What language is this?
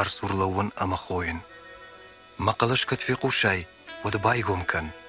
Ossetic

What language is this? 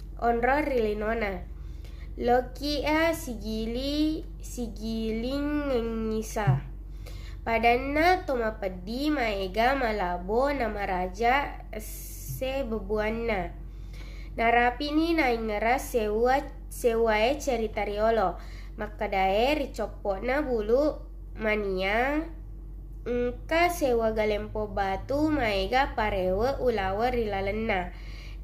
Buginese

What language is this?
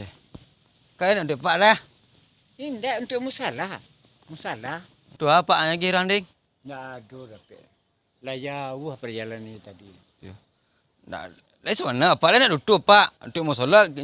Minangkabau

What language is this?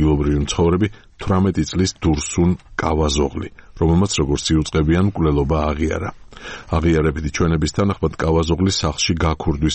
Georgian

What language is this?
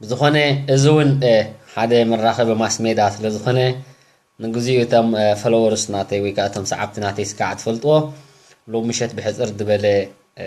Tigrinya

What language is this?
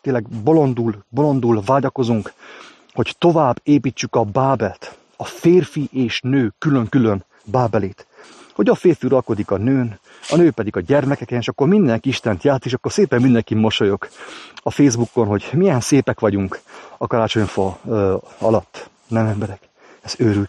Hungarian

